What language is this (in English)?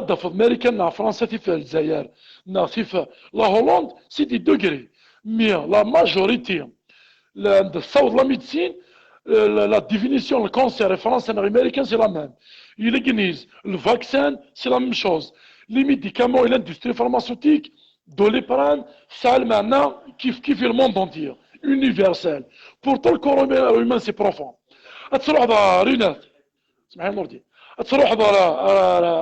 Kabyle